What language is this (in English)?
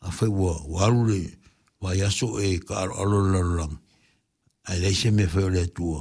Samoan